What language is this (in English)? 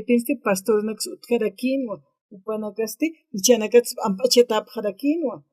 Aymara